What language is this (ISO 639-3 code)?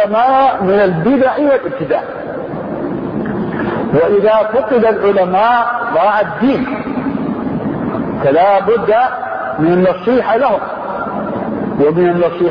ara